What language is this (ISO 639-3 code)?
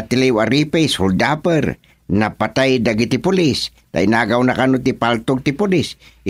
ilo